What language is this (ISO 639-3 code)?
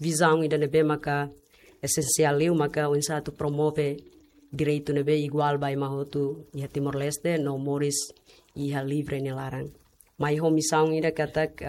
tet